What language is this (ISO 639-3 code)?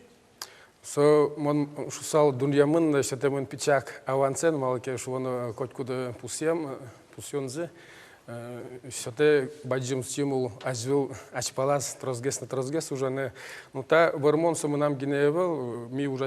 udm